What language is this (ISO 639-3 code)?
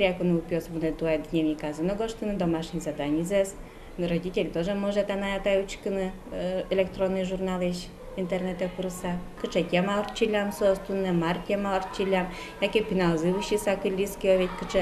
udm